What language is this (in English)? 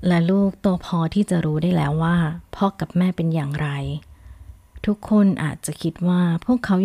Thai